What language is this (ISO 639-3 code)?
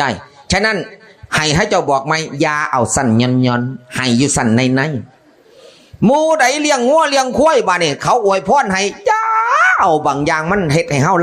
tts